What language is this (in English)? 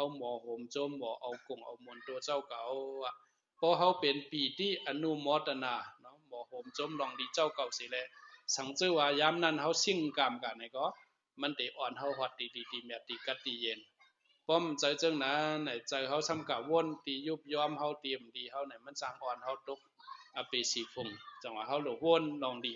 Shan